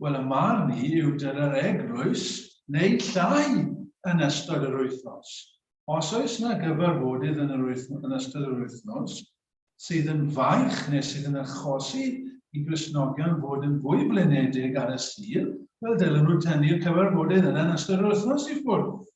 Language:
Welsh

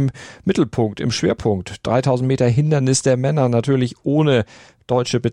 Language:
German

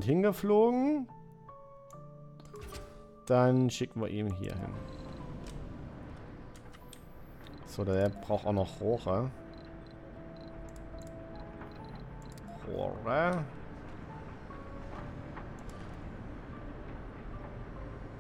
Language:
German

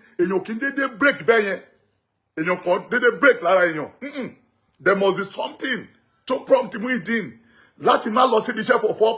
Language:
Yoruba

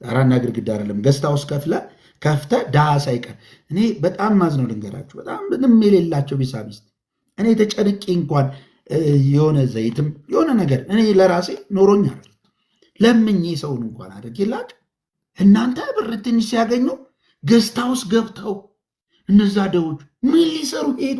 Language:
Amharic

